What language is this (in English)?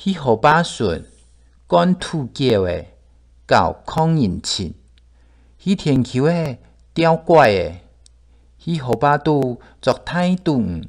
Hakka Chinese